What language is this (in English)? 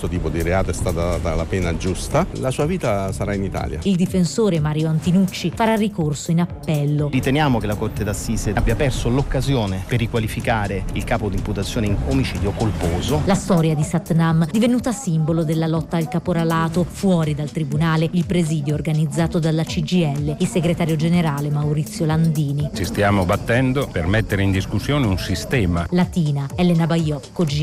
Italian